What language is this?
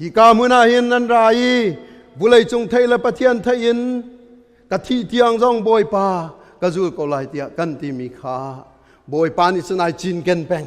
Hakha Chin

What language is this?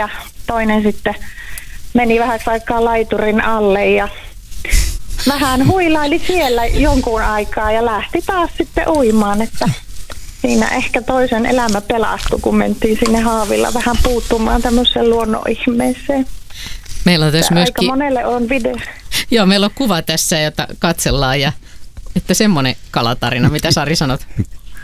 Finnish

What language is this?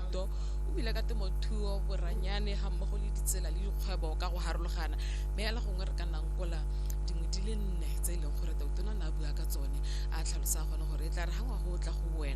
Tswana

